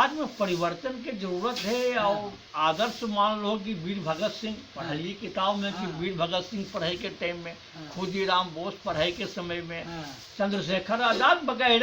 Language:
Magahi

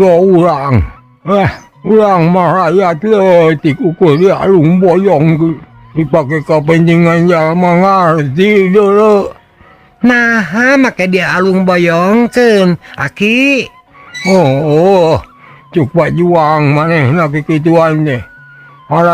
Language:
Sundanese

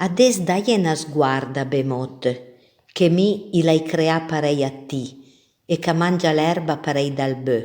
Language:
Piedmontese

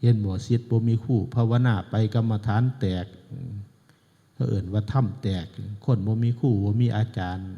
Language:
Northeastern Thai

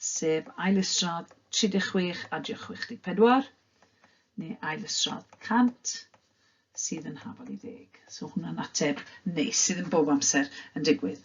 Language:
Welsh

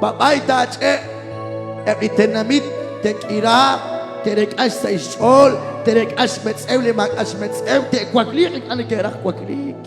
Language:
Kekchí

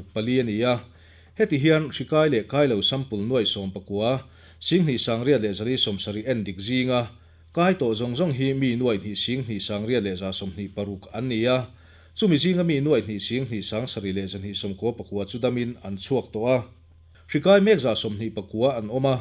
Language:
Mizo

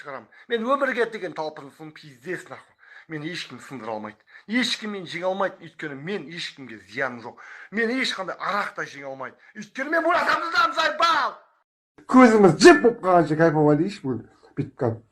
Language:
Kazakh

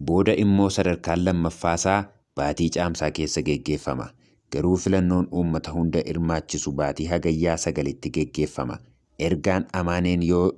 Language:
Oromo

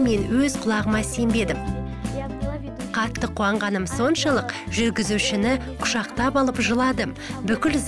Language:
Kazakh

